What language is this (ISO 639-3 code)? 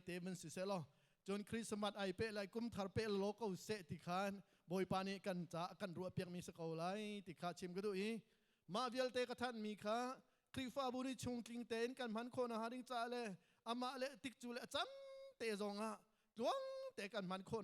cnh